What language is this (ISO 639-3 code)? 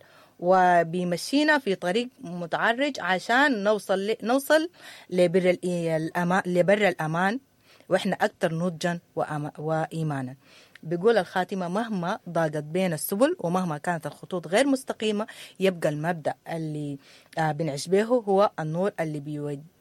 apd